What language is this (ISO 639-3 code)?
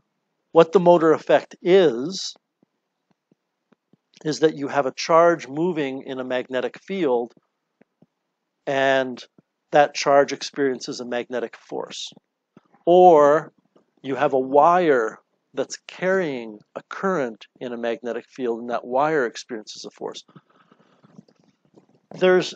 eng